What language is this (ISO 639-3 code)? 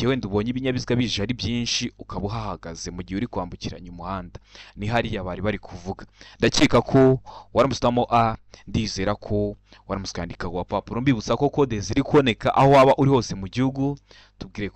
kin